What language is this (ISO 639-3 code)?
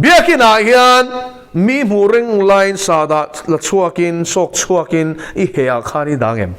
lus